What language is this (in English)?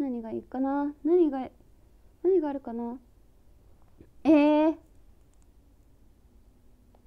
Japanese